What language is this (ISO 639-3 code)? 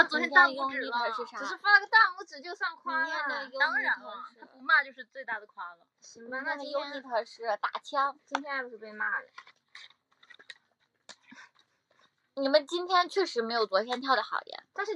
zho